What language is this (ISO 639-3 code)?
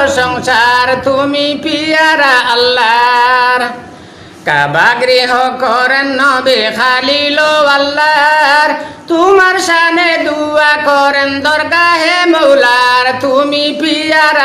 syl